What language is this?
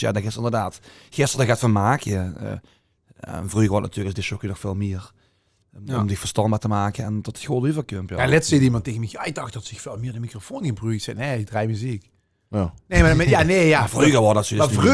Limburgish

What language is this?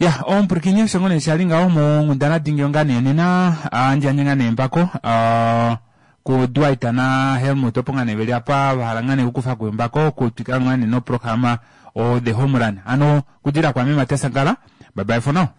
Kuanyama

